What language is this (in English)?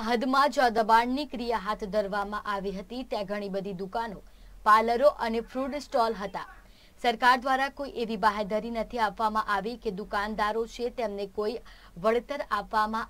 Gujarati